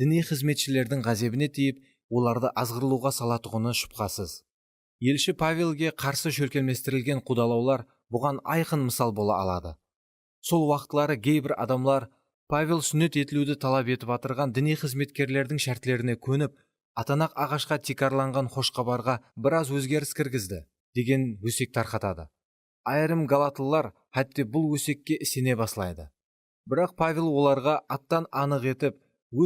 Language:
Kara-Kalpak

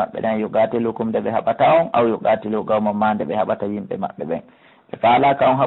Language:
Fula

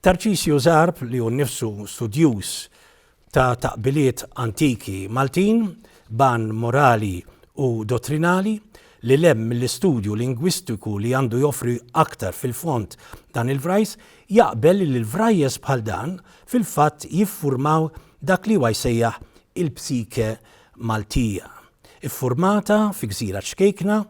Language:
Maltese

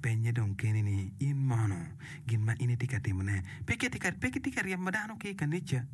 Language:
Acoli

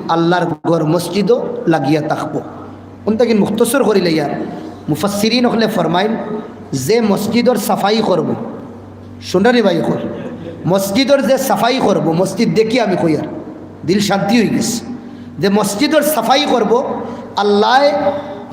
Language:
Sylheti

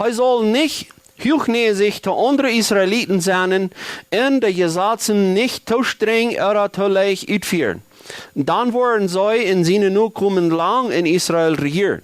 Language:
Plautdietsch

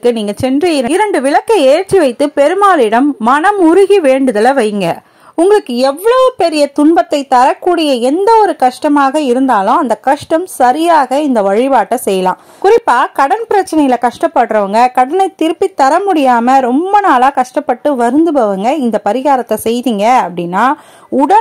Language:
Tamil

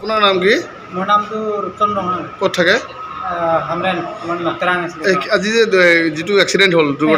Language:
Karbi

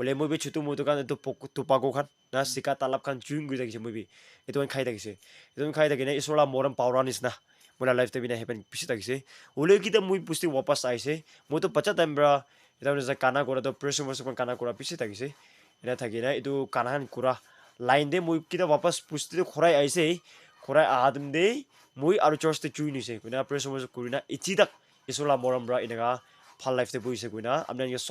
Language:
Naga Pidgin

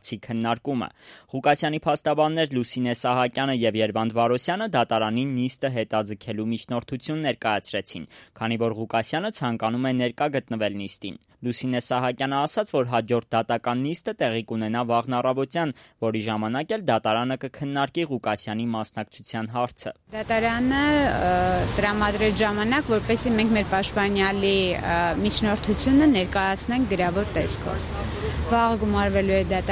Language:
Armenian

